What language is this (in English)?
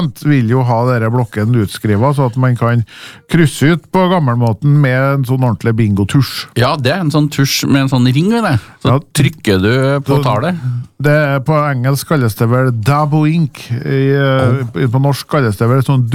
Norwegian